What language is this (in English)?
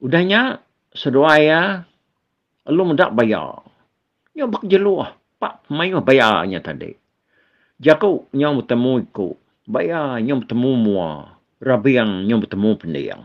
Iban